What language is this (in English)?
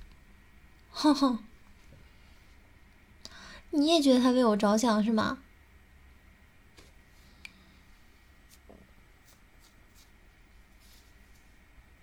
Chinese